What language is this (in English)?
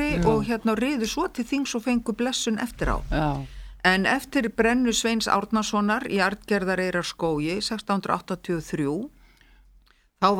Icelandic